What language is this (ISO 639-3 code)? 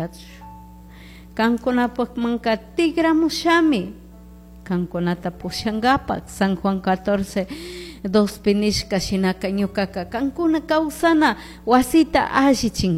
qug